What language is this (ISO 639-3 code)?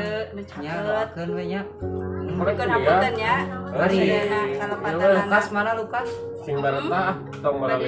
sun